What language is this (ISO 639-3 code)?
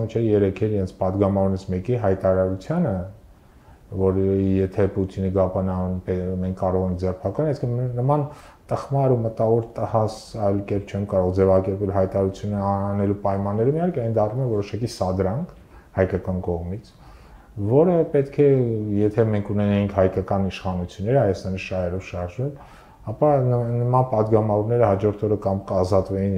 hye